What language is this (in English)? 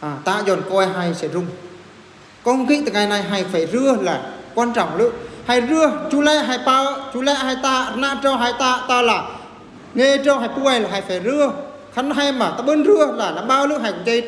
Eastern Bru